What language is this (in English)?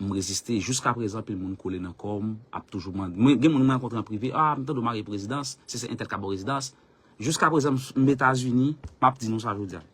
Haitian Creole